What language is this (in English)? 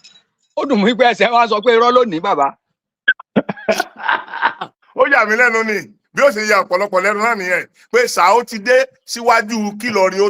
Yoruba